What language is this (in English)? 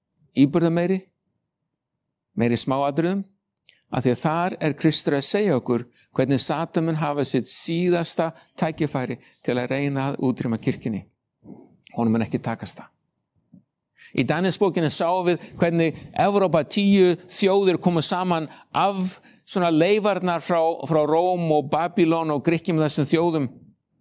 Icelandic